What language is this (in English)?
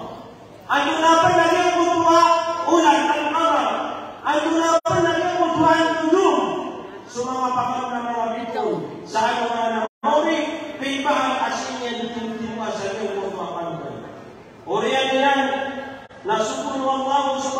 Maranao